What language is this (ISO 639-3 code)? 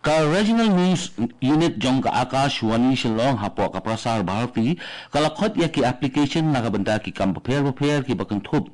kha